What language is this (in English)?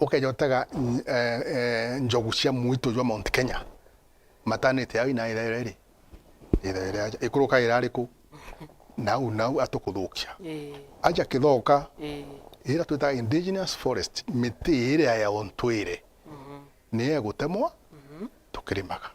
Meru